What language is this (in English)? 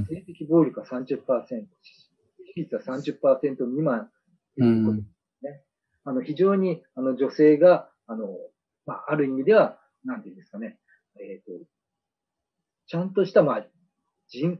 Japanese